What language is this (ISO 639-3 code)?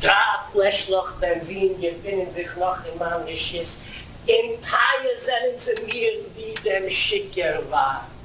yid